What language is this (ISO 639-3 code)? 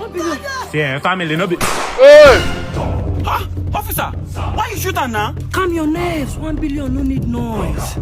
pcm